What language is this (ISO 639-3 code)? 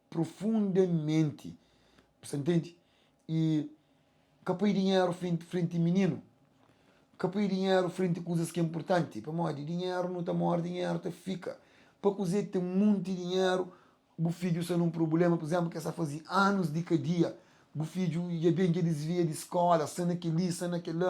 kea